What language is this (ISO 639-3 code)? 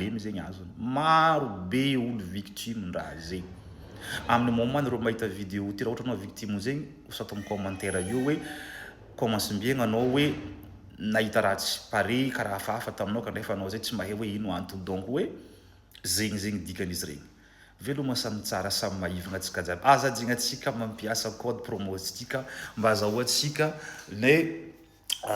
mlg